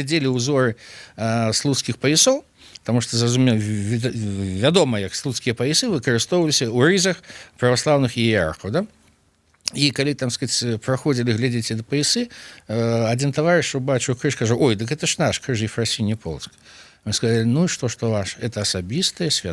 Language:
Belarusian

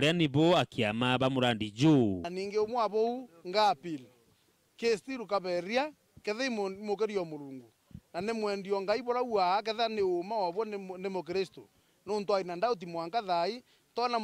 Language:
Meru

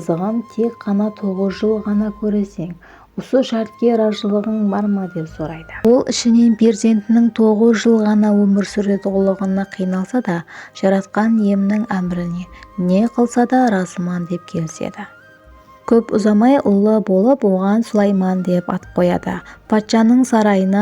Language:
Kara-Kalpak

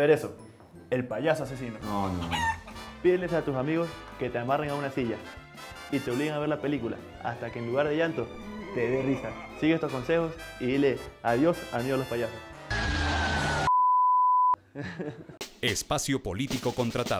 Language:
Spanish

